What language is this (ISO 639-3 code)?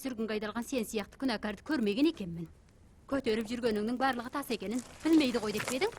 kaz